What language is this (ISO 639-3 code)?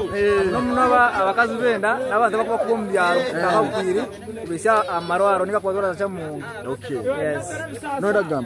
nyn